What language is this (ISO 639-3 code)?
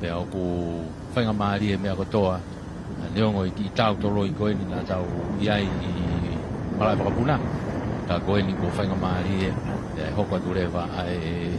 ton